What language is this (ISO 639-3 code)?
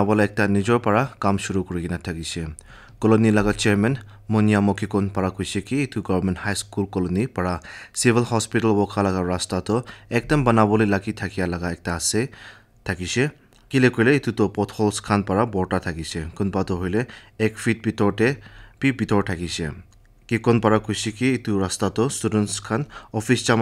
nag